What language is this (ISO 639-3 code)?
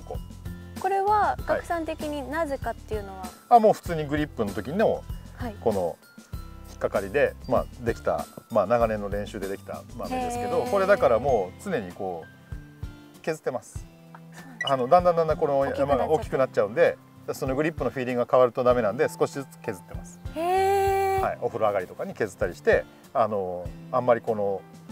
jpn